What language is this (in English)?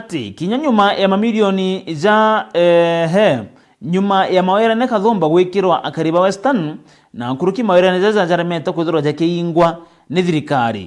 Meru